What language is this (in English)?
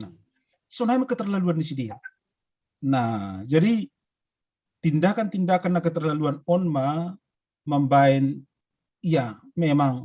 Batak Simalungun